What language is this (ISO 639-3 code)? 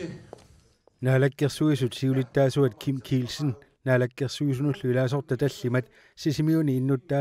kal